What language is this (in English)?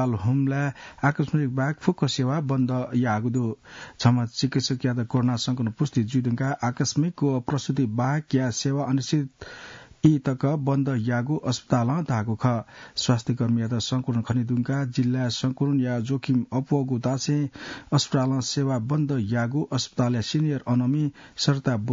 Newari